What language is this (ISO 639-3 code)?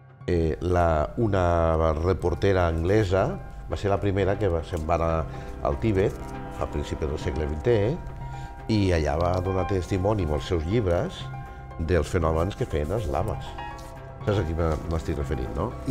cat